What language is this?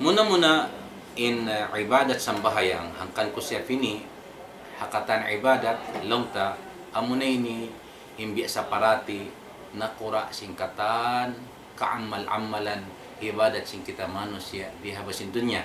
Tausug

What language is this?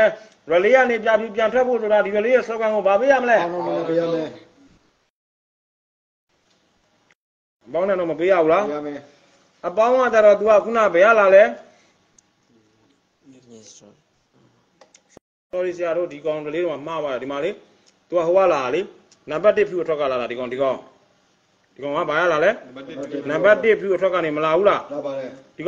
Burmese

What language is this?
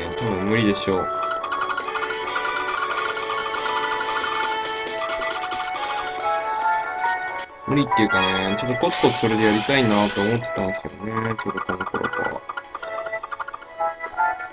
Japanese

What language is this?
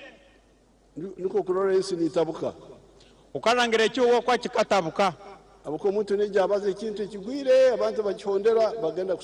Nyankole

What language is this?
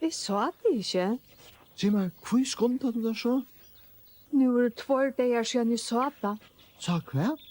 Faroese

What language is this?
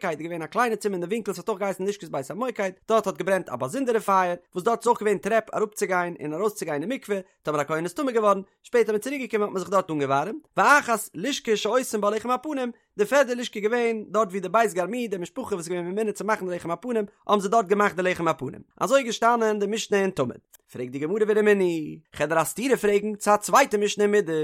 Yiddish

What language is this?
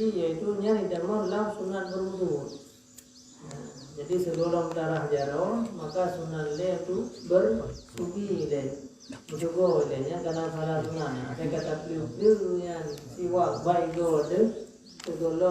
Achinese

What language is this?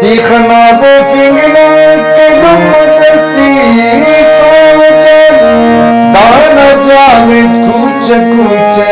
Brahui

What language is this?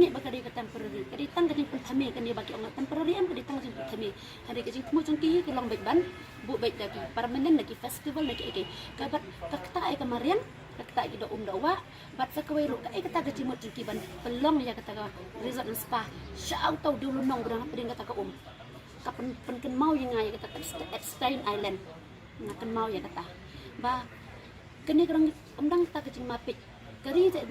Khasi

